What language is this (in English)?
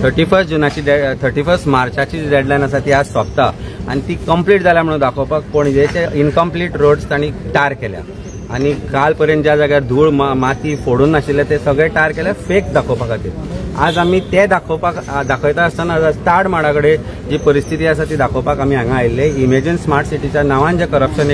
Konkani